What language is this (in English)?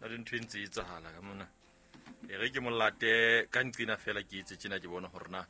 Southern Sotho